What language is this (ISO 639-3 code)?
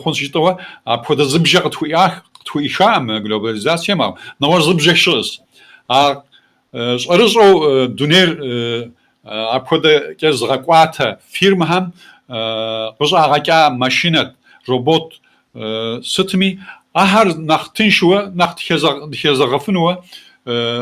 kbd